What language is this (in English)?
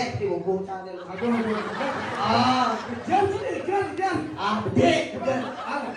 Balinese